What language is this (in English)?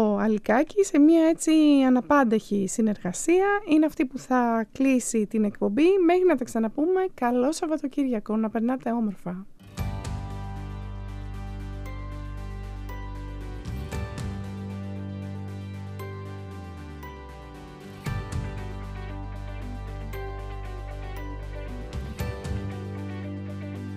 Greek